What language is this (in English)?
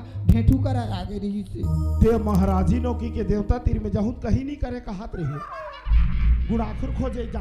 Chhattisgarhi